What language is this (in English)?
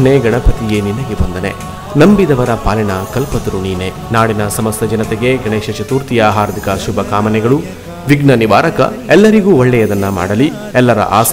Kannada